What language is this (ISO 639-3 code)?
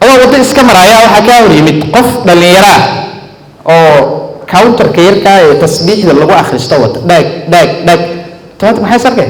som